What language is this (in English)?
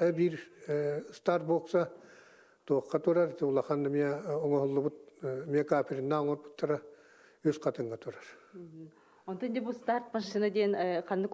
Yakut